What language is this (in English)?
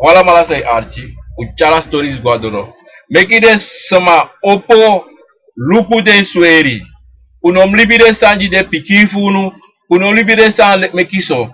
Sranan Tongo